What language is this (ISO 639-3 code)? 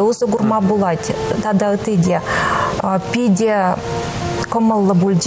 chv